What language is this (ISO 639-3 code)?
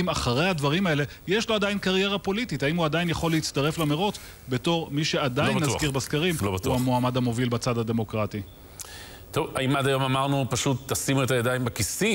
heb